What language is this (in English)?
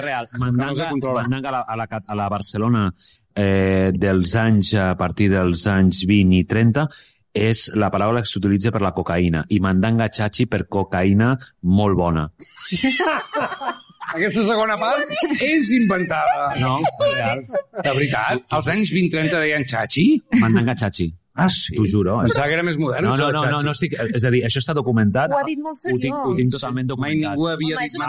Catalan